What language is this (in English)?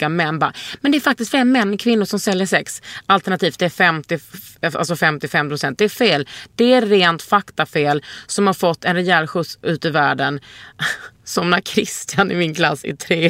Swedish